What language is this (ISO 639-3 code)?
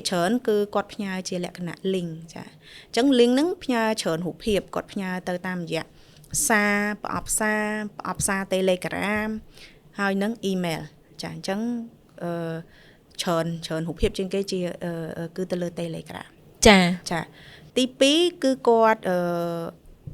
khm